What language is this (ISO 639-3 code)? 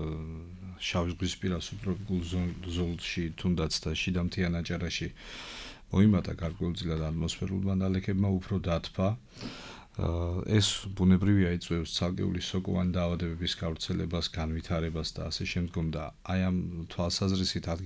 kat